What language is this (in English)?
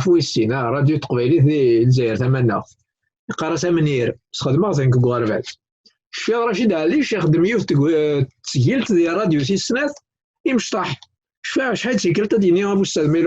Kabyle